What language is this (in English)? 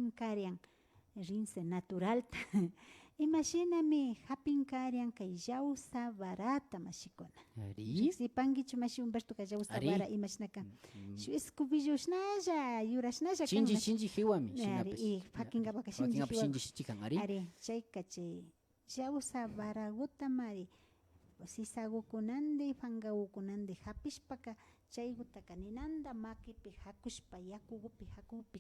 Imbabura Highland Quichua